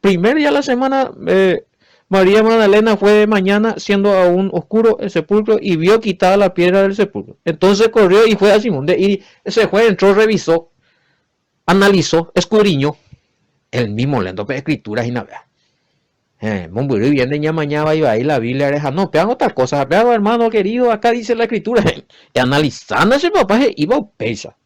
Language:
Guarani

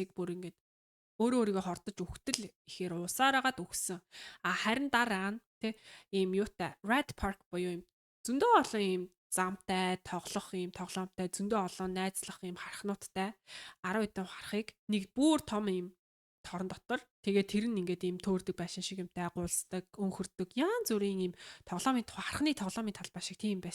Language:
Mongolian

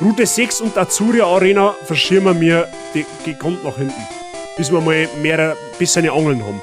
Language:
Bavarian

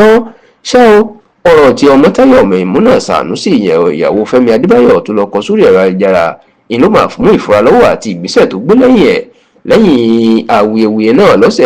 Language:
Yoruba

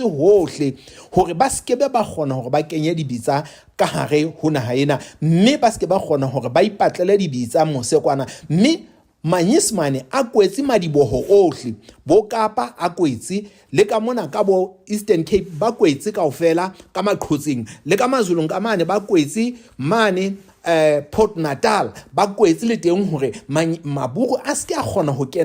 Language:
Southern Sotho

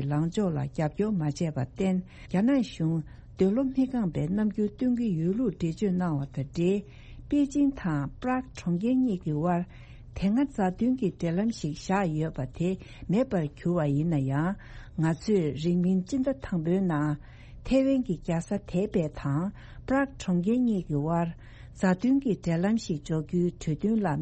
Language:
Tibetan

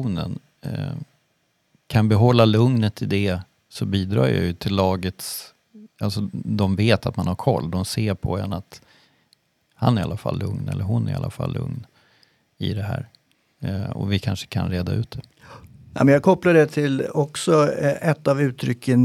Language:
Swedish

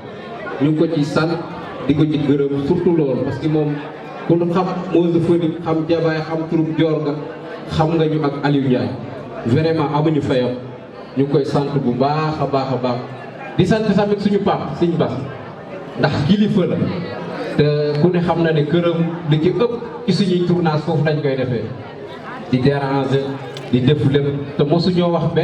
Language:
Wolof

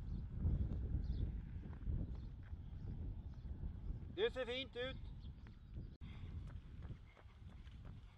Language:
Swedish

